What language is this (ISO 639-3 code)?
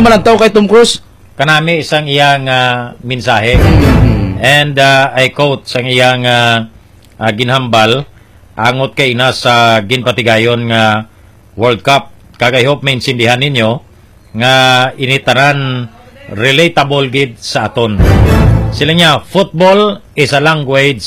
hil